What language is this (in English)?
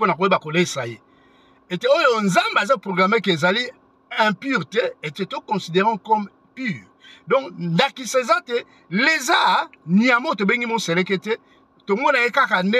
Lingala